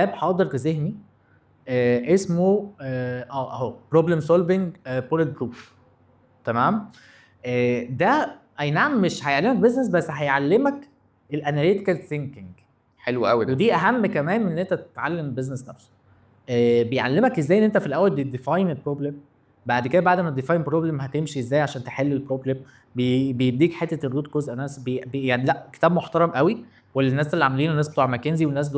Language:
Egyptian Arabic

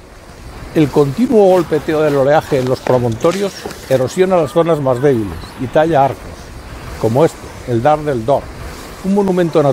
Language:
Spanish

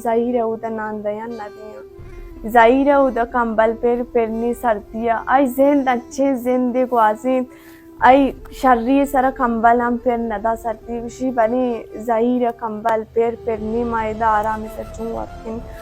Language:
Baluchi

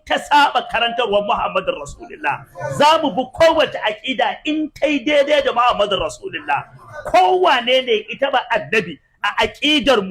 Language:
Hausa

